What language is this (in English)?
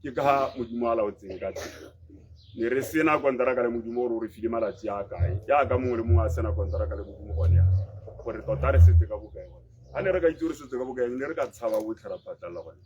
Tswana